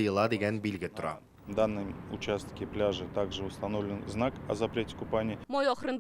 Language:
Tatar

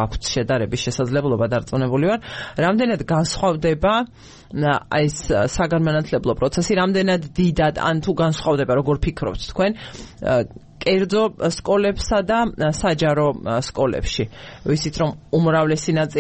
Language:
Georgian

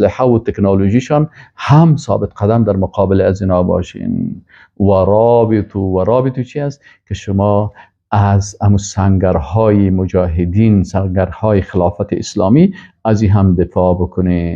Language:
Persian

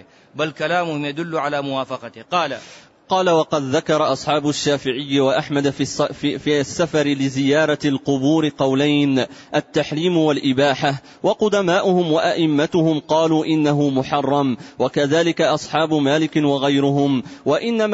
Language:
Arabic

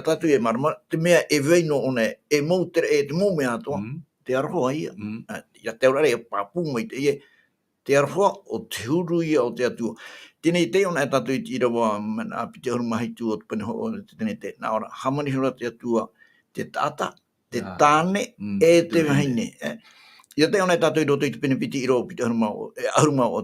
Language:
Tahitian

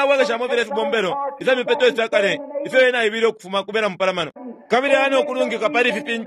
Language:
Bemba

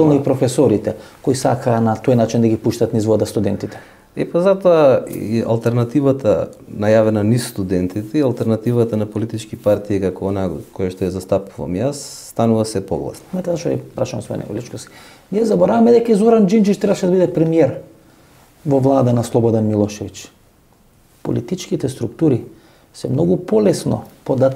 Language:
Macedonian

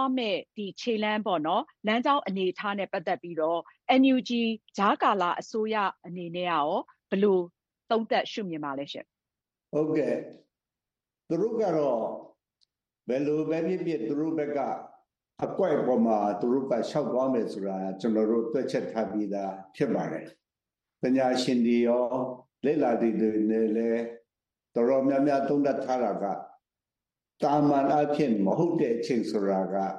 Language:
Burmese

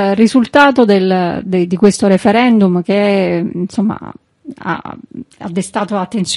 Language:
Italian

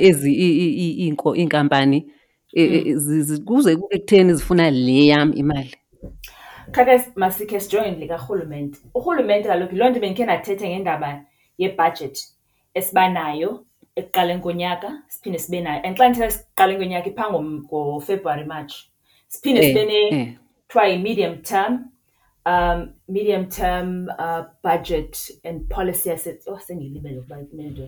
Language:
Xhosa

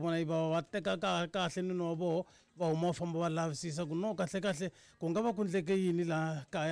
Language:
Tsonga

